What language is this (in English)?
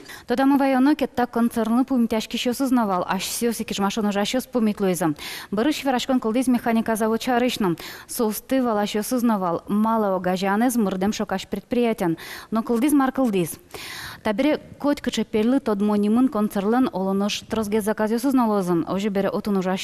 Udmurt